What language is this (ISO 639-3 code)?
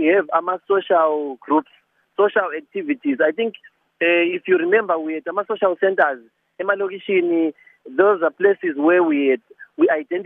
nde